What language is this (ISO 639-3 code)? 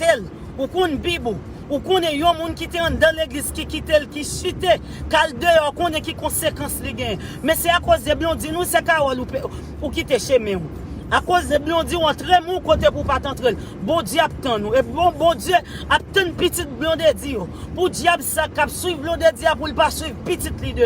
hat